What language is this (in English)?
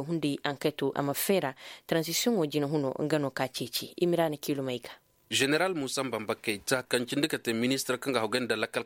Koyraboro Senni